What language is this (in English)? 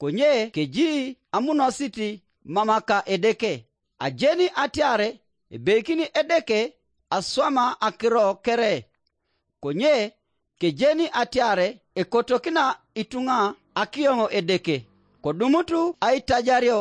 Teso